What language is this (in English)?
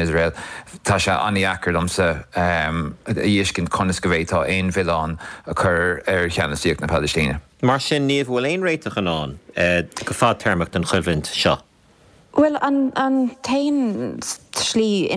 Irish